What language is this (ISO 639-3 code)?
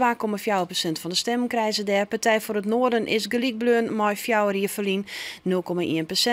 fry